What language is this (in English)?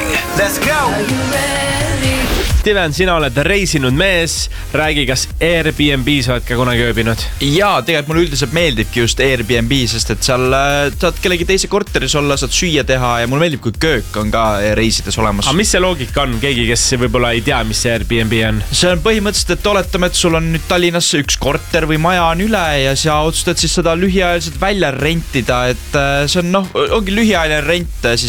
Estonian